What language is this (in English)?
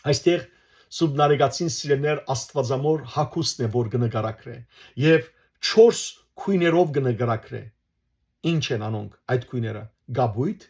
Western Armenian